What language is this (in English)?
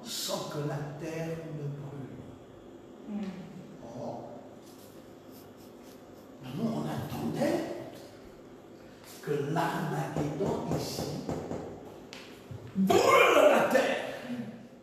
French